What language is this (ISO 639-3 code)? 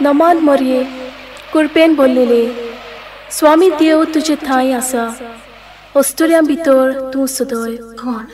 kok